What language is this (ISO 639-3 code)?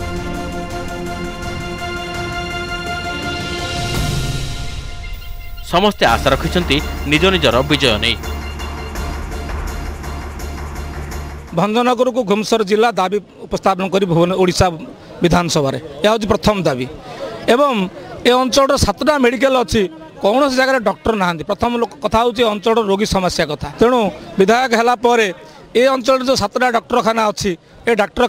ori